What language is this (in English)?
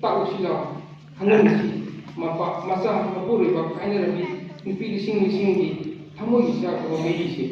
Manipuri